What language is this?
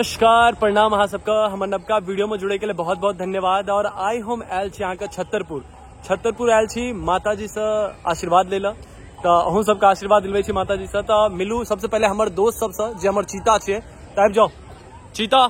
Maithili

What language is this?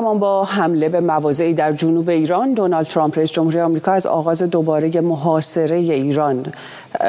Persian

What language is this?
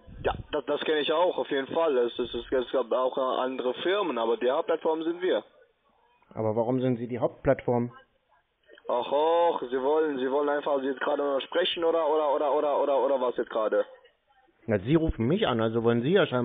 German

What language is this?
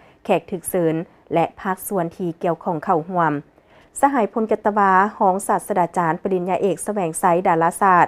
Lao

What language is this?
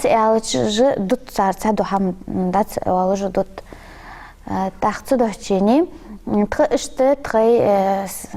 Ingush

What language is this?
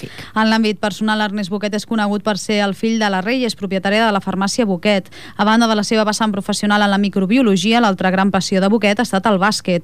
Catalan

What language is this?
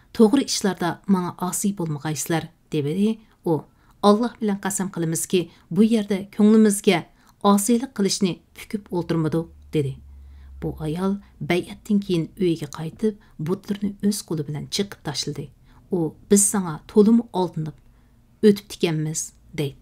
Uyghur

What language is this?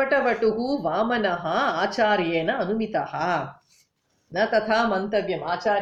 Sanskrit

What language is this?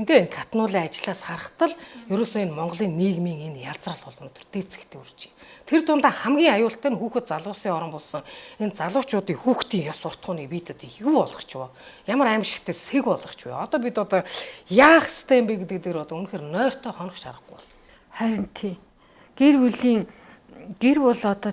Mongolian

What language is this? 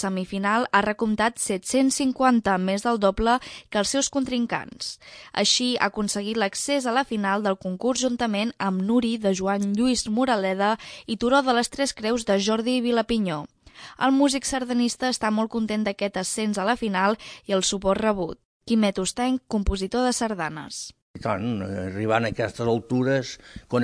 Catalan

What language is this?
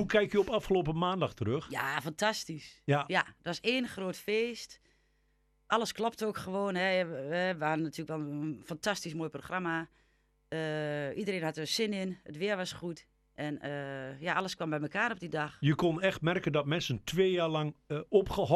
Dutch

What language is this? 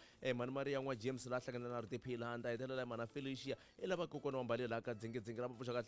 Tsonga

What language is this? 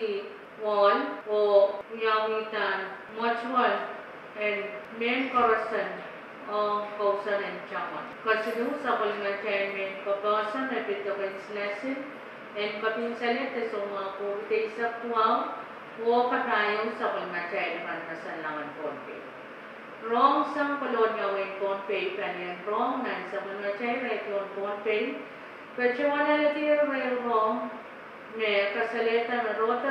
Pohnpeian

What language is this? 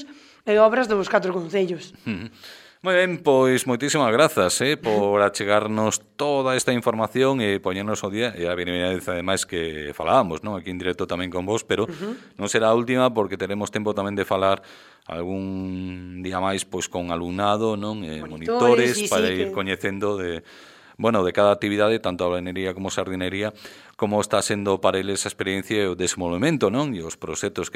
Galician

